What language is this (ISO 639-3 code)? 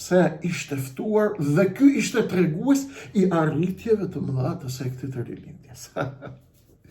sqi